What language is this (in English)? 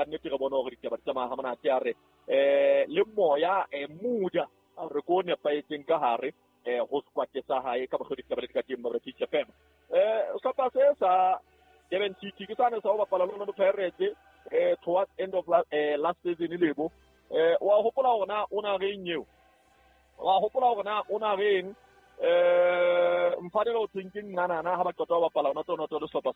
Southern Sotho